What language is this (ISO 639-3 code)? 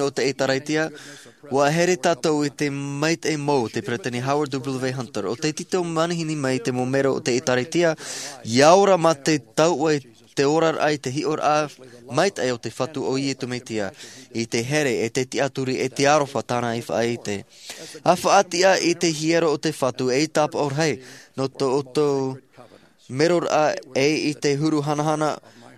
tah